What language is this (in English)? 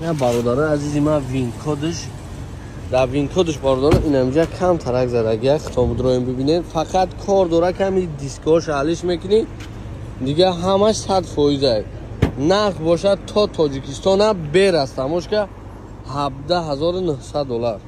Tajik